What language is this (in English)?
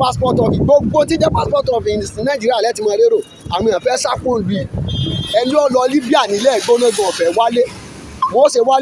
Yoruba